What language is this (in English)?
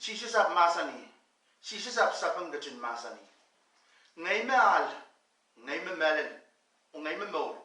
Pohnpeian